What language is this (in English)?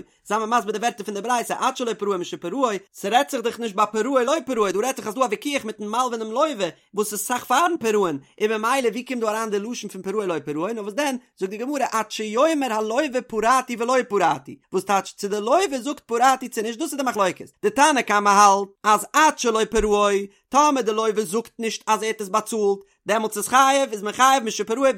Yiddish